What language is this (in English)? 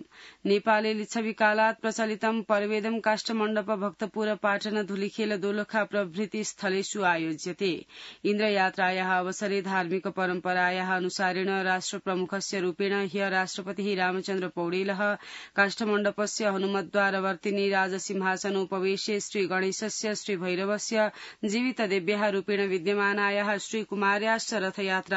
Sanskrit